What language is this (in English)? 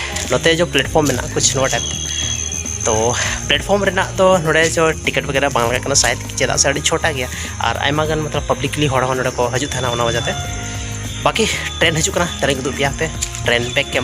Santali